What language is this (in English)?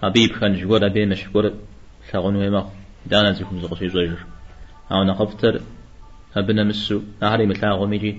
Kabardian